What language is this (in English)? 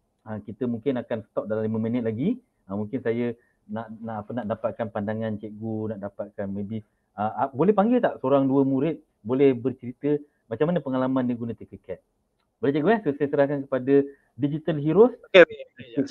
Malay